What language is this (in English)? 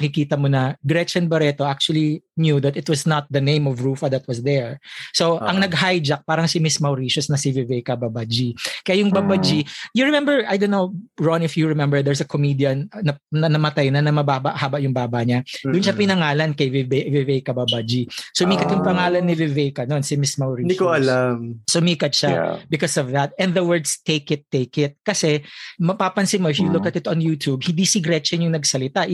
Filipino